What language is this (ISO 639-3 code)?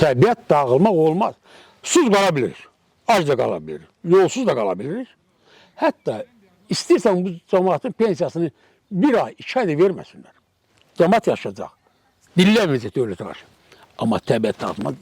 aze